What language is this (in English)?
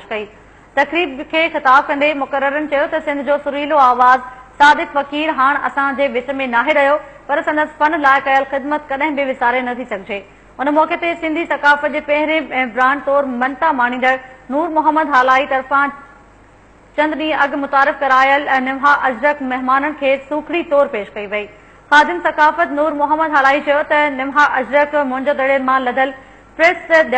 Sindhi